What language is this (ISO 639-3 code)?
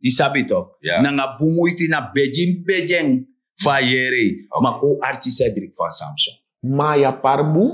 srn